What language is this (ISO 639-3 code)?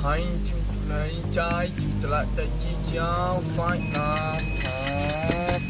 min